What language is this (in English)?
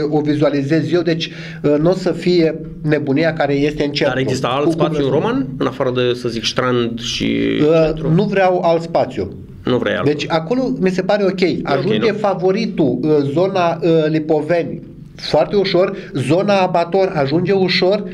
Romanian